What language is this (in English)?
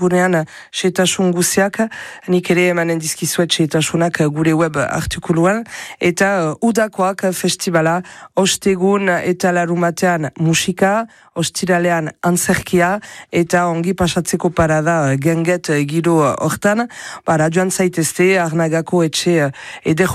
Basque